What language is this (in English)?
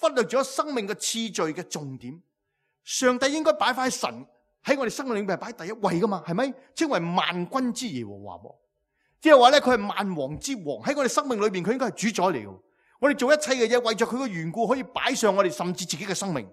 Cantonese